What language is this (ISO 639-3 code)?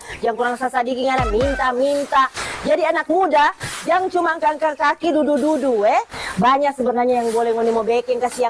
xmm